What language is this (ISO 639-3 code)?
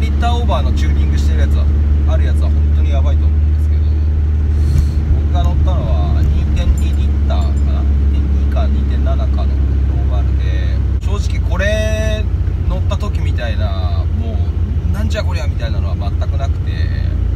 jpn